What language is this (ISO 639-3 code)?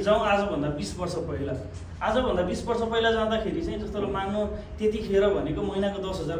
nep